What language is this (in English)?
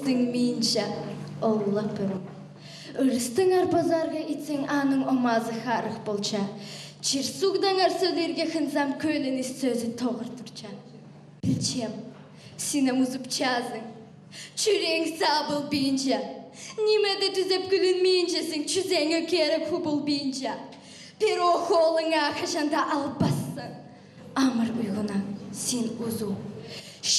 Khakas